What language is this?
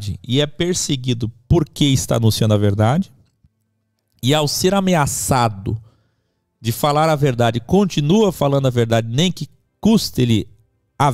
Portuguese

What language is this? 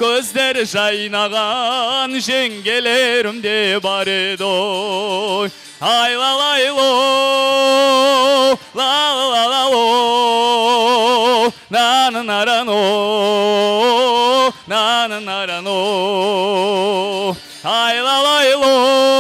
Kazakh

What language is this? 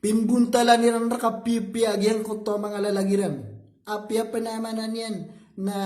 Maranao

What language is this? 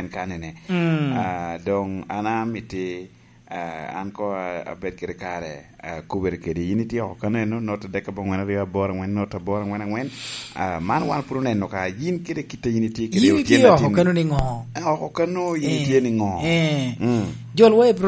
Lango (Uganda)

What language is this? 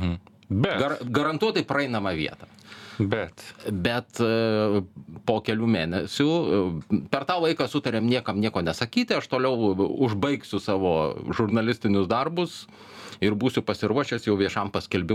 Lithuanian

